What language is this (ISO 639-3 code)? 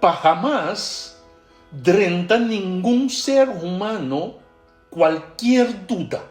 pap